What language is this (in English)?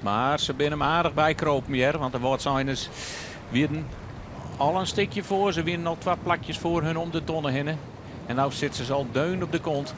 Western Frisian